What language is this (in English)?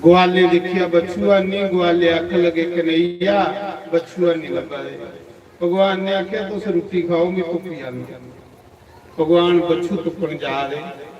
Dogri